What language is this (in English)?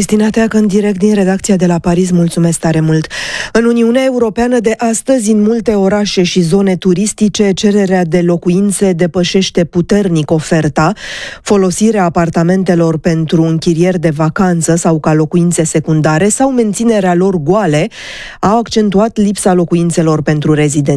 Romanian